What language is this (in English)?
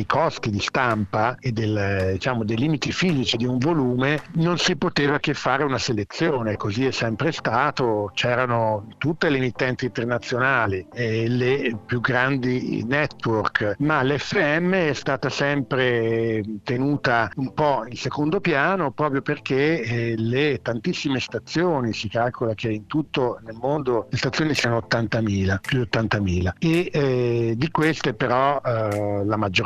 Italian